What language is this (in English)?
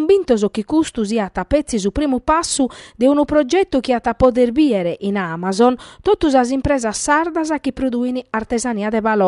Sardinian